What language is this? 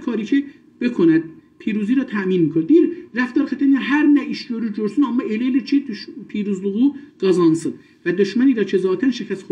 South Azerbaijani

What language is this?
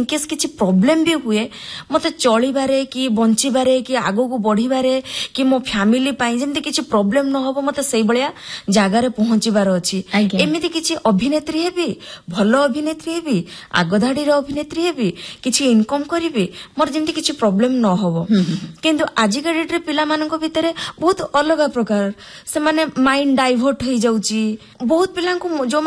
Odia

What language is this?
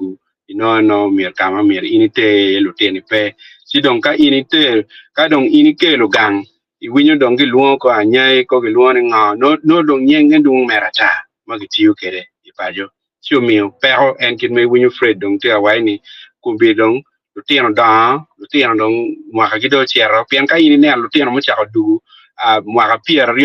Acoli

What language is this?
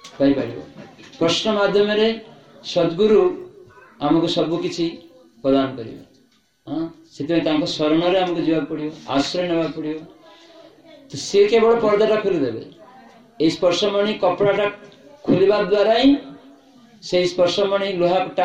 Odia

